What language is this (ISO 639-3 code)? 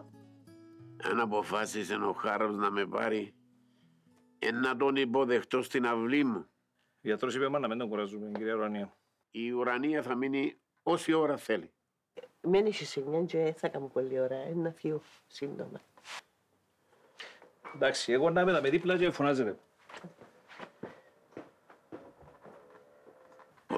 ell